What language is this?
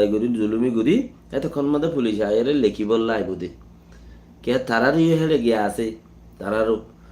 Rohingya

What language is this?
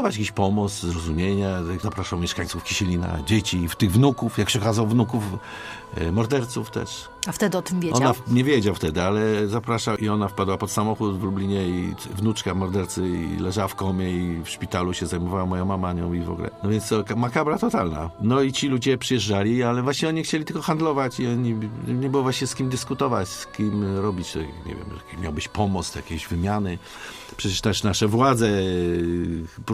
Polish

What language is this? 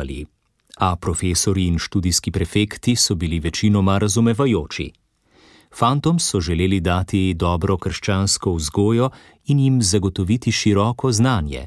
Slovenian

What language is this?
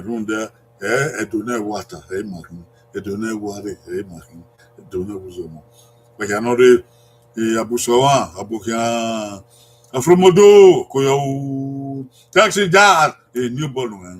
Bini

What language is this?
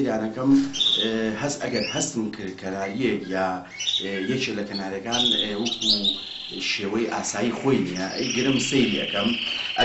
Central Kurdish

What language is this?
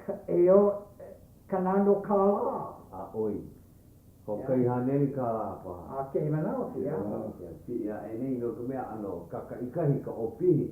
Hawaiian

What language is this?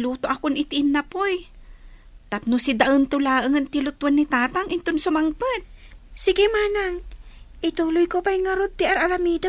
Iloko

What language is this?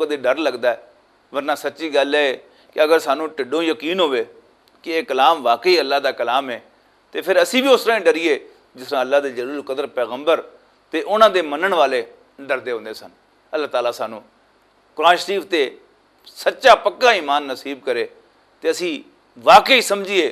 Western Panjabi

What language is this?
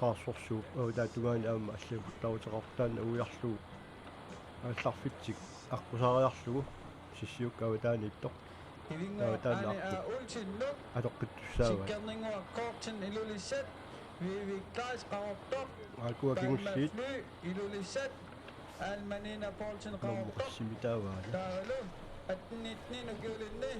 Kalaallisut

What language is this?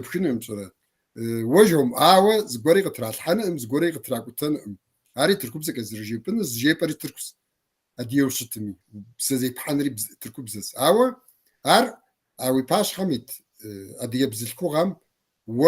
Kabardian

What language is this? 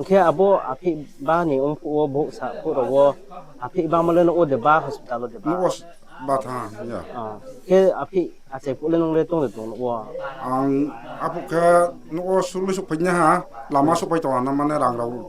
Riang (India)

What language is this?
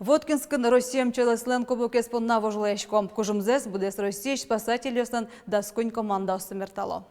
Udmurt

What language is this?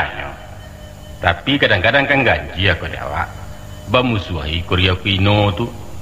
Minangkabau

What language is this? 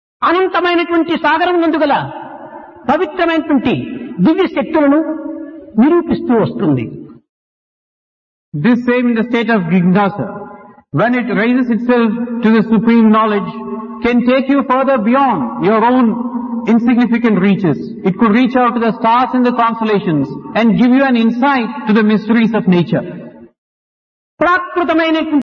Telugu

